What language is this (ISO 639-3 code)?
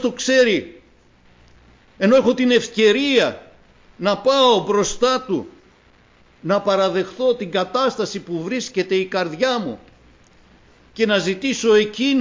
ell